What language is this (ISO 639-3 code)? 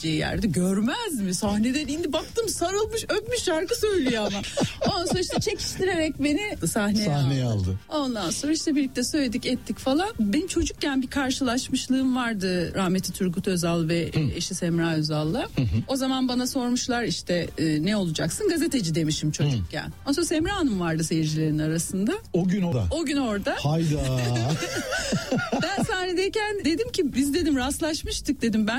tur